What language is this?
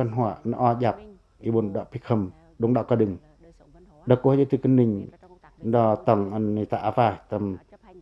Pacoh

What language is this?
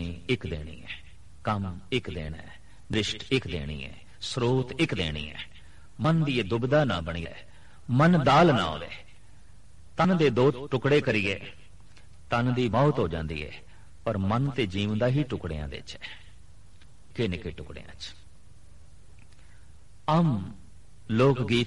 Punjabi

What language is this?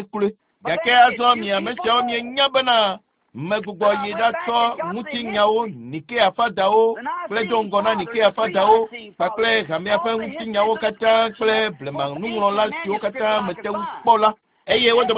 Ewe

